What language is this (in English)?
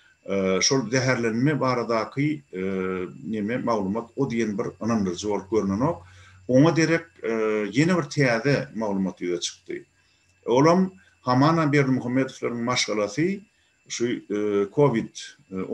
Turkmen